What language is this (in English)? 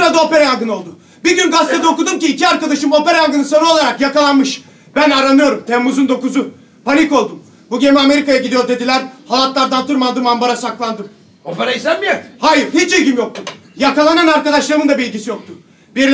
Turkish